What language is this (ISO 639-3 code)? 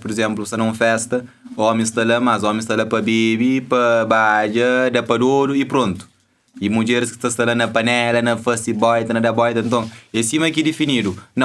kea